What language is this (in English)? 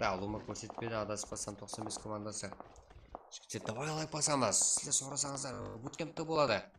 Kara-Kalpak